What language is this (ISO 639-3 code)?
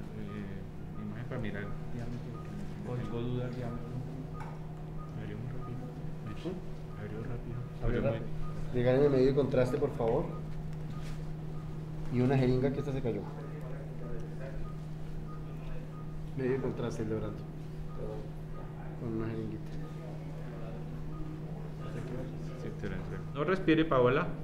spa